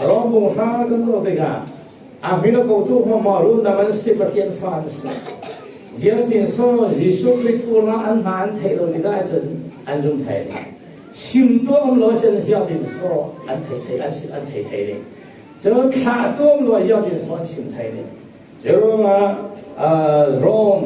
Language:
Falam Chin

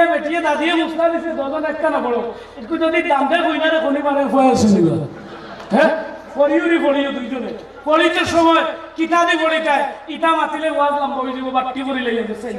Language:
Sylheti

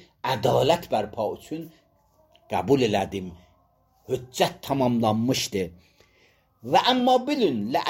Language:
Azerbaijani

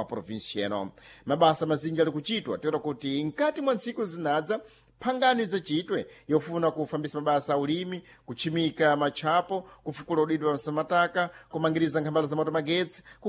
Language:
Sena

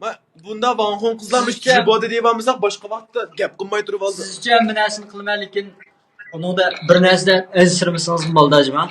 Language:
Uyghur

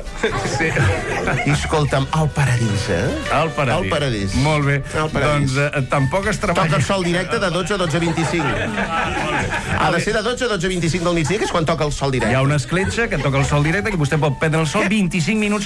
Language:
Catalan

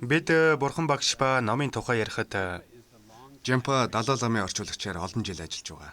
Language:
Mongolian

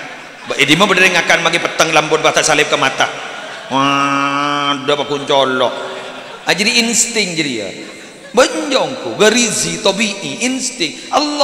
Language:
Madurese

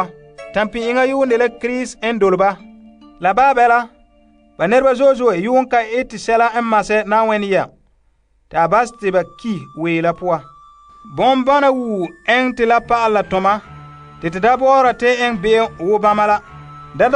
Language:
Frafra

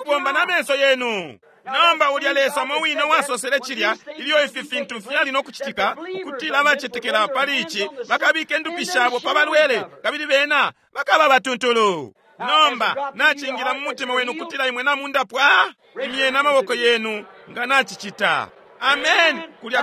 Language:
Bemba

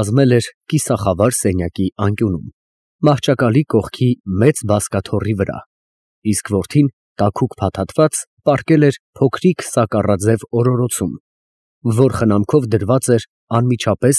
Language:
Armenian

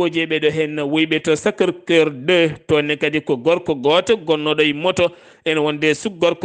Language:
Fula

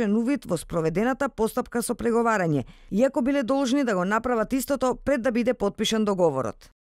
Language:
Macedonian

